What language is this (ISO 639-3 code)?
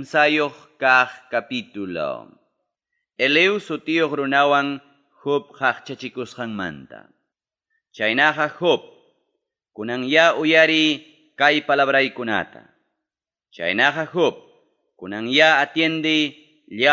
quy